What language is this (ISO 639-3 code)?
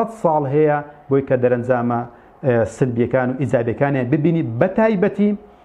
ckb